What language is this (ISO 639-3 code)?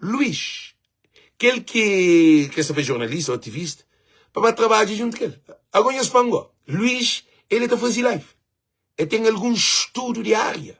kea